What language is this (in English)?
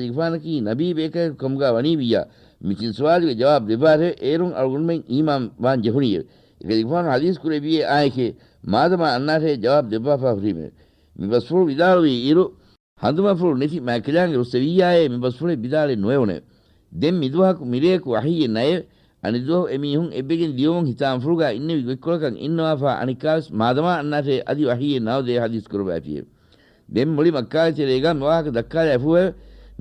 Divehi